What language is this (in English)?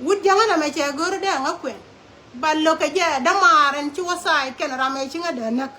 Nuer